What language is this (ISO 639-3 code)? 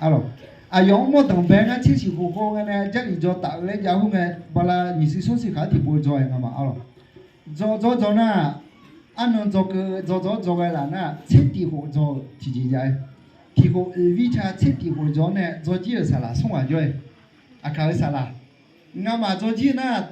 ahk